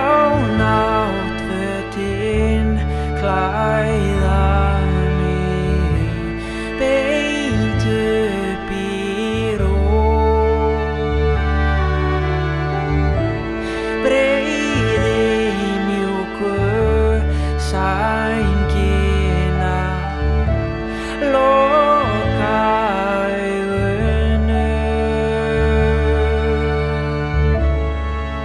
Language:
Icelandic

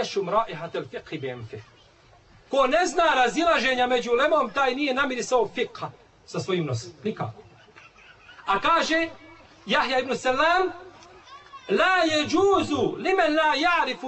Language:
Bosnian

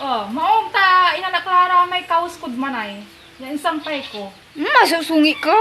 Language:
Pangasinan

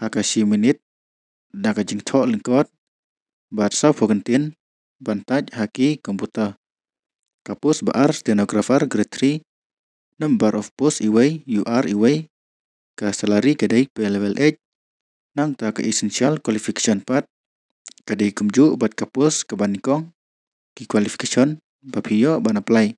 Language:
Khasi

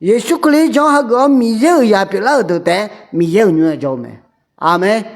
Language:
Akha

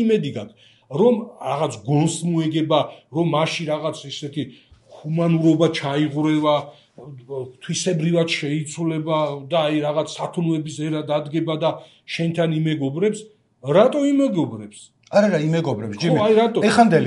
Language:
Georgian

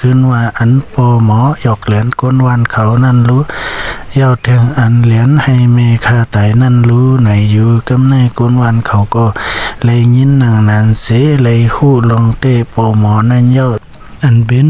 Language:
Shan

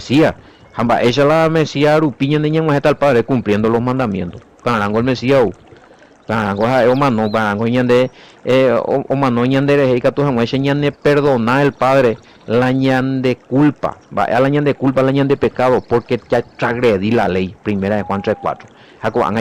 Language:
Guarani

